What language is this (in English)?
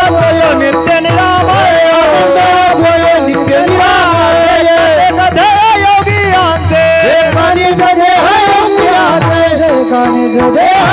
Marathi